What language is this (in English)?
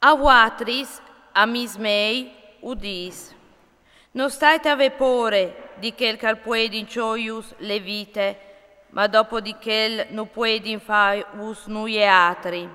Friulian